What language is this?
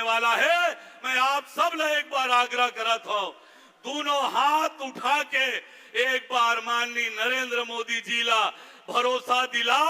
Chhattisgarhi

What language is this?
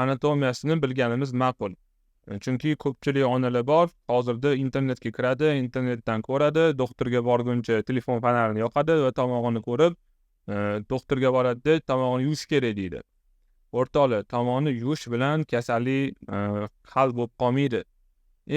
Uzbek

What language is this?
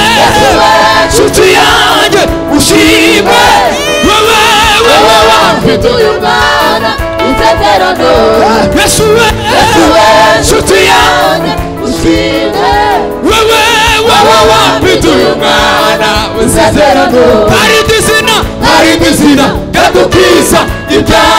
Kinyarwanda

